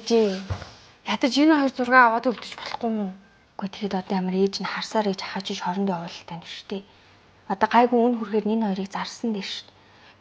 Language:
Mongolian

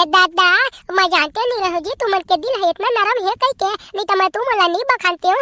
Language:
Chhattisgarhi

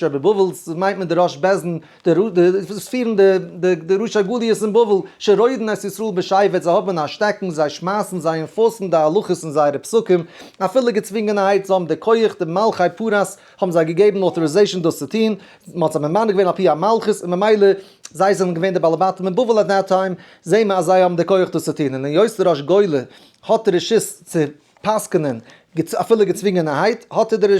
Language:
Yiddish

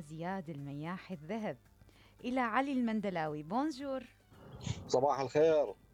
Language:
Mesopotamian Arabic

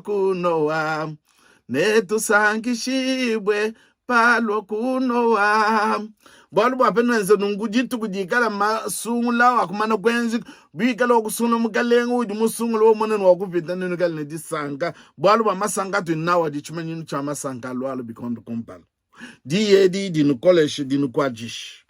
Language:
Luba-Lulua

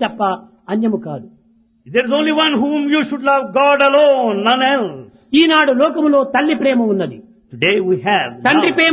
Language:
Telugu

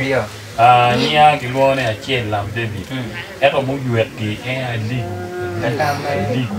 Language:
Acoli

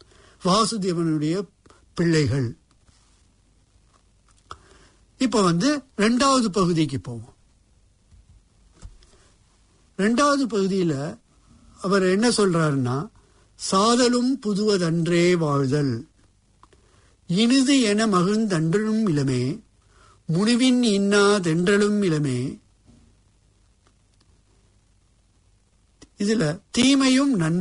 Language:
Tamil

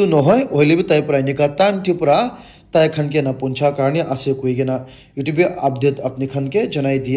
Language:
Naga Pidgin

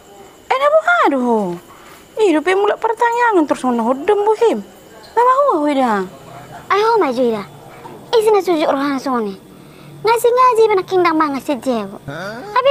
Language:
Batak Toba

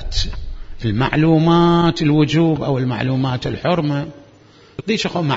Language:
Mesopotamian Arabic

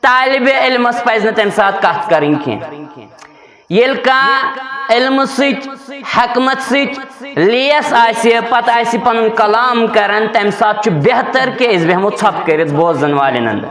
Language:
Kashmiri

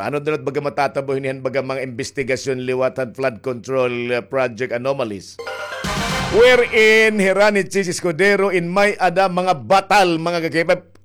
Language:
Waray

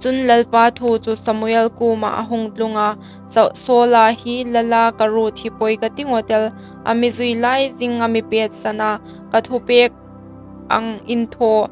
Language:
Hmar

